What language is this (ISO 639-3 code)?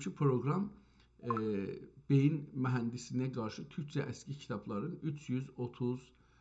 azb